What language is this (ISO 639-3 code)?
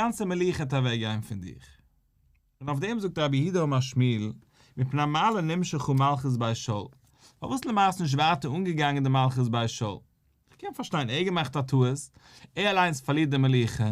yid